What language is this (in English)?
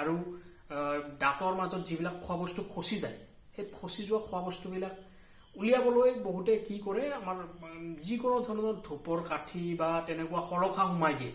Assamese